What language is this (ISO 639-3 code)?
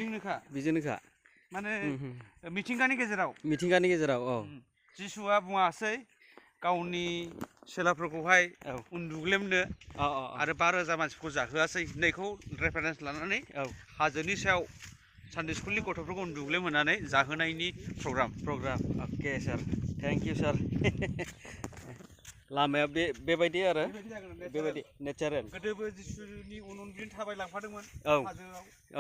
brx